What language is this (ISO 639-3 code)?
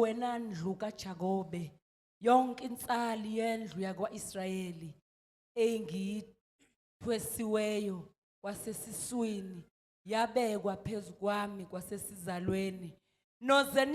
zul